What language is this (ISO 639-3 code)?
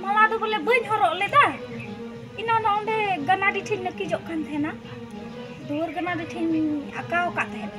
sat